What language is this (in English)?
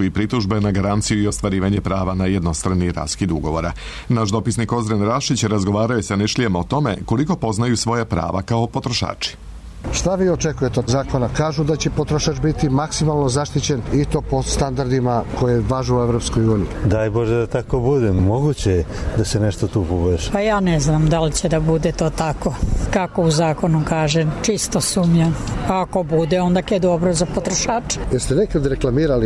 Serbian